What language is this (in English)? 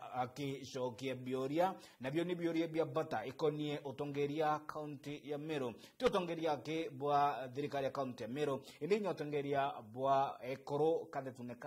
Meru